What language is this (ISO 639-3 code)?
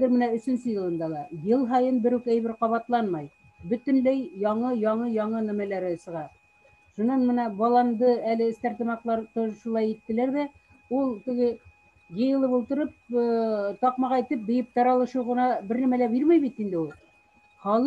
bak